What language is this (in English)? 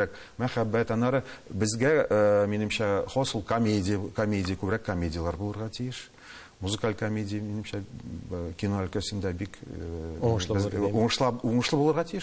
Tatar